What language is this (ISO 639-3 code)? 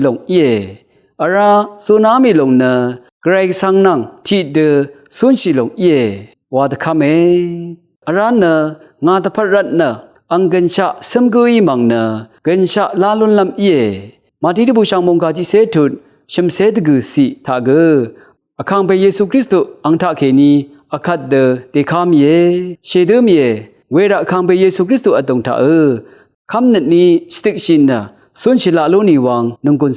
raw